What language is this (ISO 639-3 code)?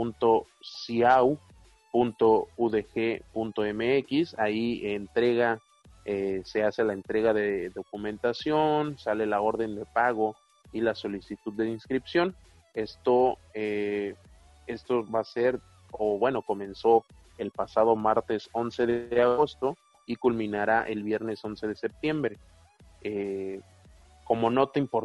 spa